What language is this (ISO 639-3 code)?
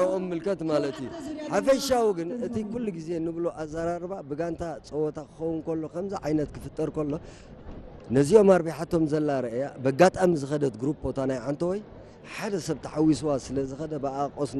tir